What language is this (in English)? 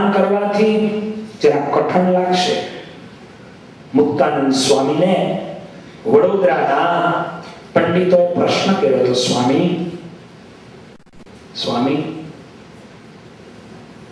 Gujarati